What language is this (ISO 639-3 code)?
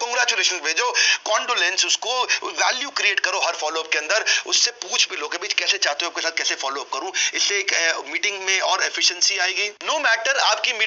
hin